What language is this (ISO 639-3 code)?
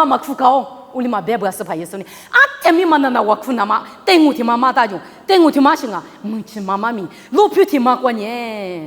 lis